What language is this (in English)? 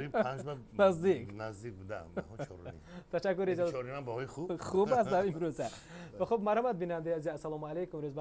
Tajik